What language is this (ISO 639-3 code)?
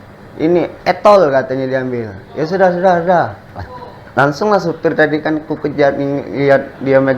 mui